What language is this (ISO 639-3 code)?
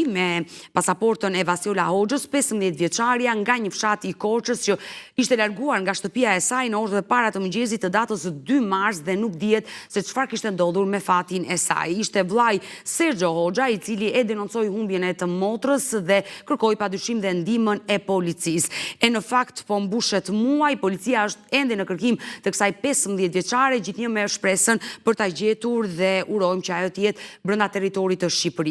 sqi